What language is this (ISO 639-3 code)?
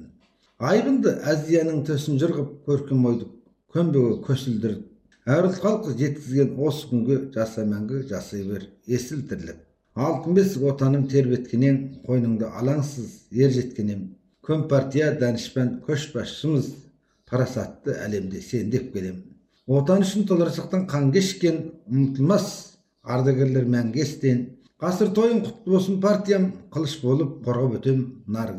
kaz